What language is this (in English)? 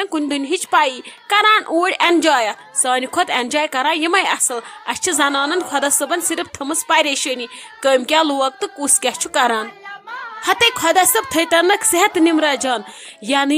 Kashmiri